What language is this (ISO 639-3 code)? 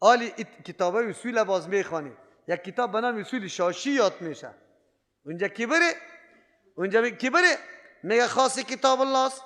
fas